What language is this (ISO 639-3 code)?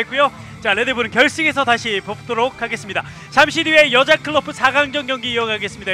kor